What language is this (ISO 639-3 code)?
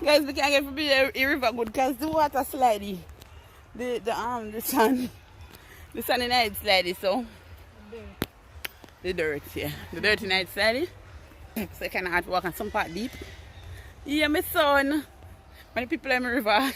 jam